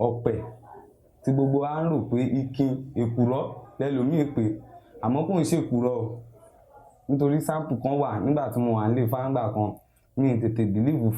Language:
Yoruba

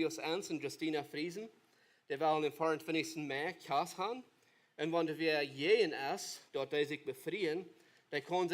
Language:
Plautdietsch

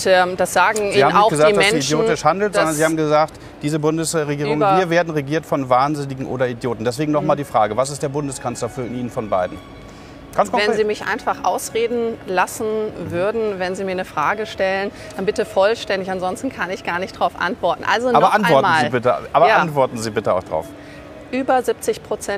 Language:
German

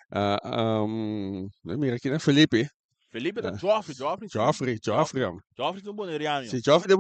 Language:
Papiamento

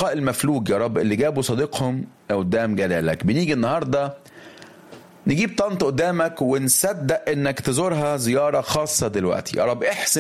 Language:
Egyptian Arabic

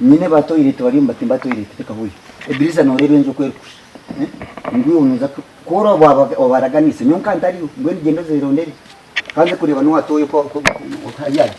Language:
Nyankole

